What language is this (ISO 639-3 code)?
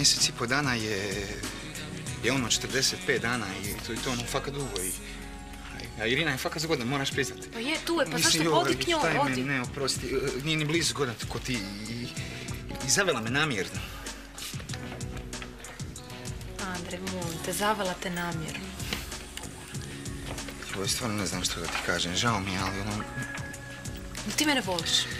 hrv